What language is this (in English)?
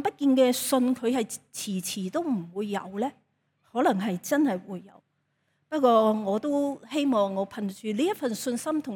Cantonese